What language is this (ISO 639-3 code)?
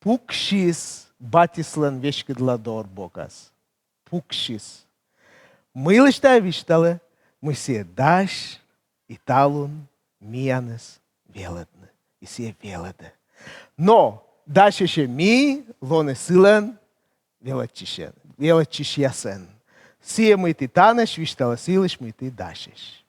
kom